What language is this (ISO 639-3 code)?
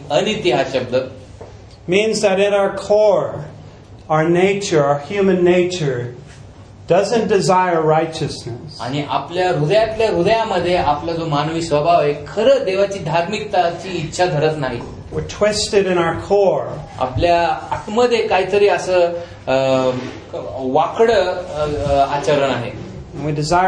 mar